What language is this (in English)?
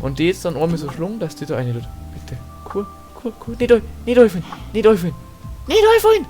Bavarian